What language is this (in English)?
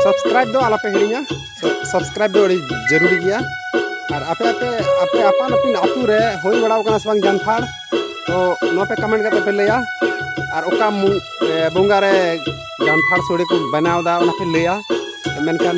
Santali